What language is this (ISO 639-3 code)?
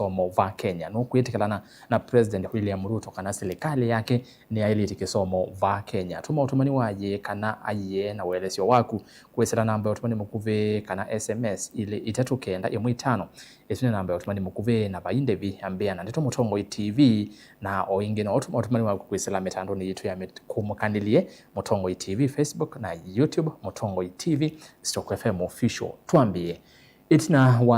kam